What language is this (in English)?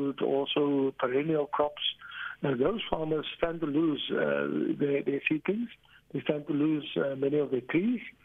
English